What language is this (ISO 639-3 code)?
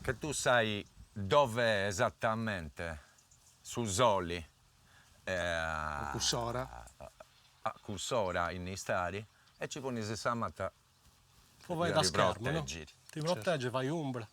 srd